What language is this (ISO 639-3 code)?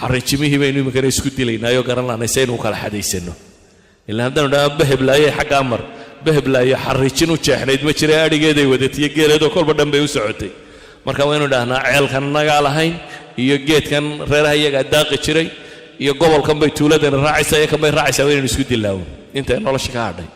som